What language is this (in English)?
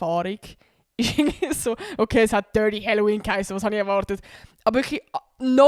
Swiss German